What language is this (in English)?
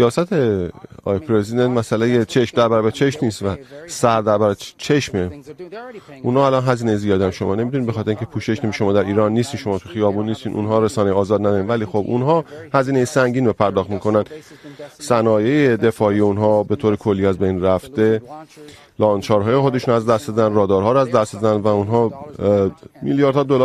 Persian